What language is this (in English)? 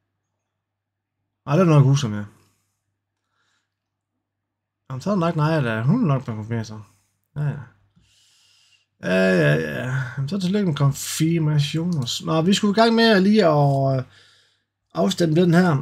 Danish